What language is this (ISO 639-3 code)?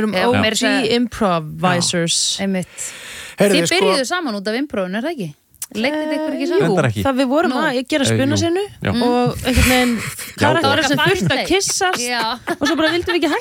isl